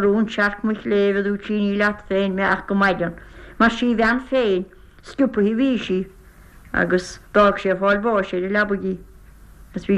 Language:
Irish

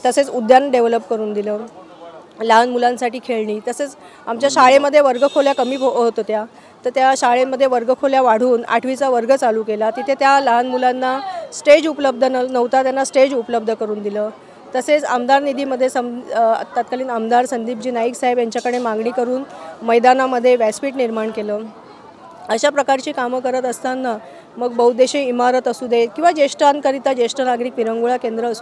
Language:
Marathi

